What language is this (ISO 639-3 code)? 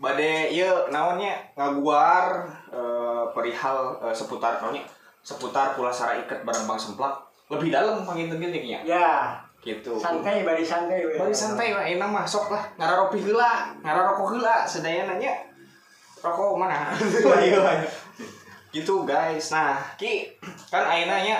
sun